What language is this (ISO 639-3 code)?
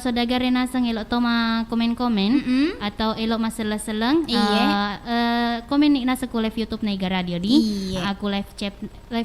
bug